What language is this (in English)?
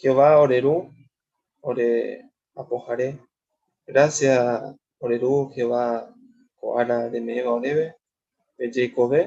Guarani